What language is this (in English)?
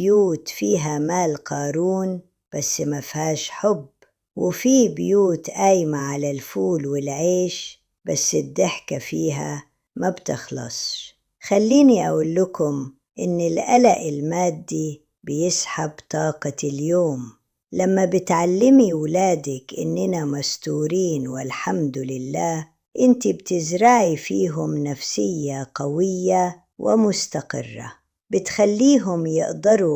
Egyptian Arabic